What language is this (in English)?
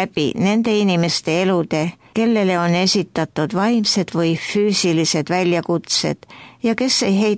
Estonian